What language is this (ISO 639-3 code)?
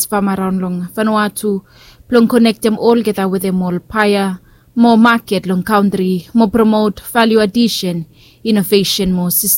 bis